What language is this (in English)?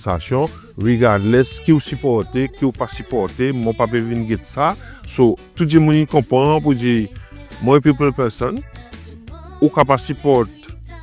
Seselwa Creole French